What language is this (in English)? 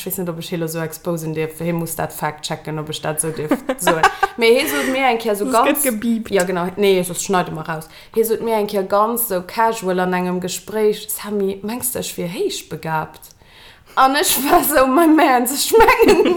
Luxembourgish